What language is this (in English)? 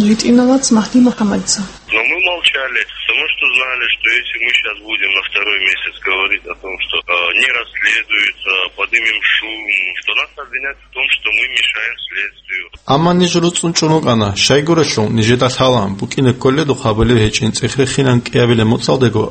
Avaric